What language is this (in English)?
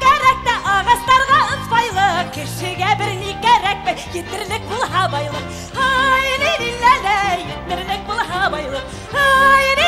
Bashkir